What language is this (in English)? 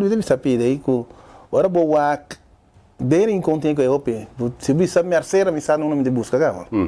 Papiamento